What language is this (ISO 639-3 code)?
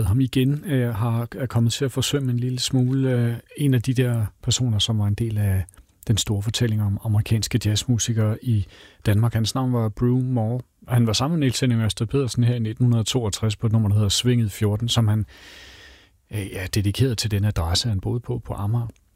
dan